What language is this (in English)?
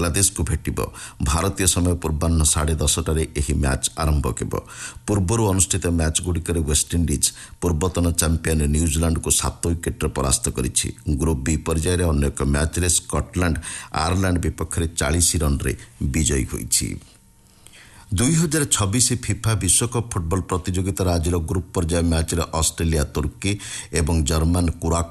Odia